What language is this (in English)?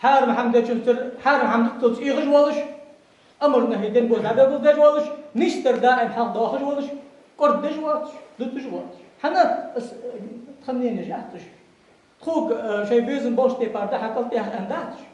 Ingush